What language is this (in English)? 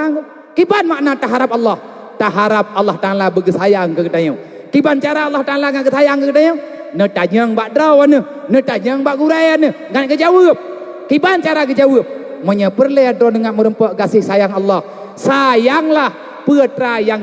Achinese